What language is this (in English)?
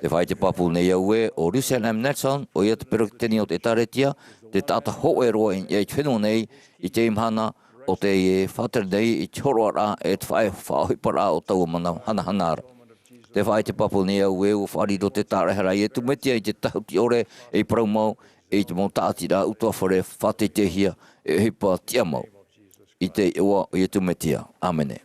Tahitian